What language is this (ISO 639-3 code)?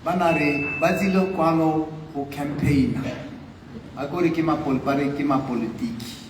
tsn